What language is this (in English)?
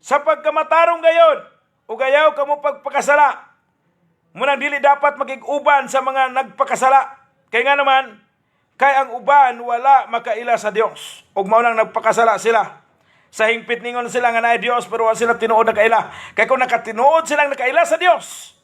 Cebuano